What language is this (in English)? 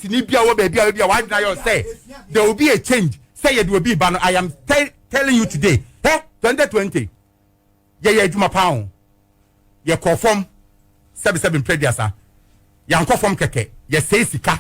Akan